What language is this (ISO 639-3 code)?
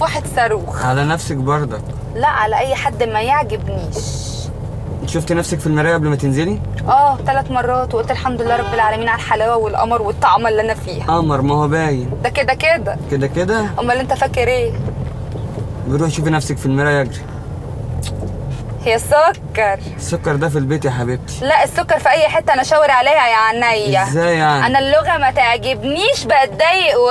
arz